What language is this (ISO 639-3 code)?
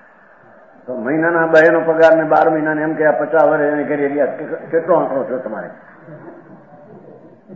guj